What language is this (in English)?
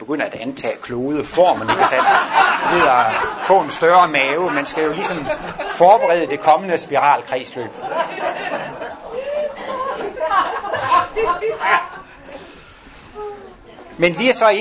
Danish